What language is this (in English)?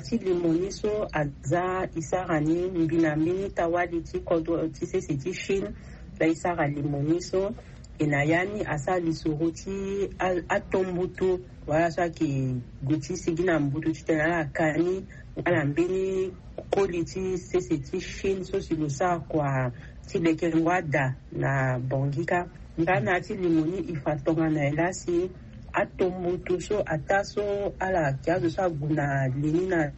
Sango